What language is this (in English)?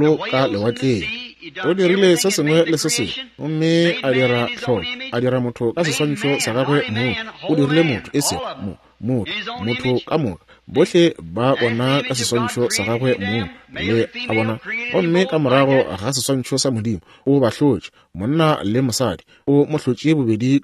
Northern Sotho